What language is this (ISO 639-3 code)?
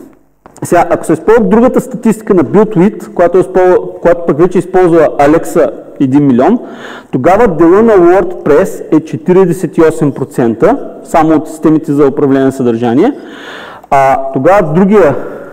bul